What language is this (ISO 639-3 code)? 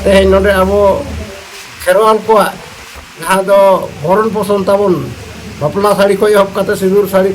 sat